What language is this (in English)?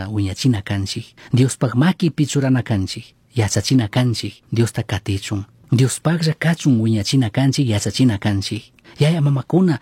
Chimborazo Highland Quichua